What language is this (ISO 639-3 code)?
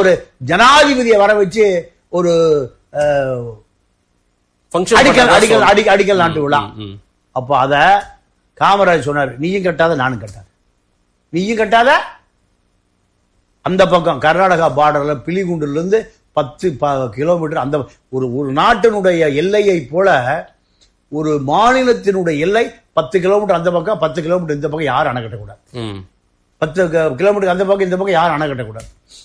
tam